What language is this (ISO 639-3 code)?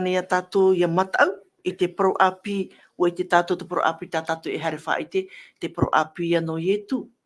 tah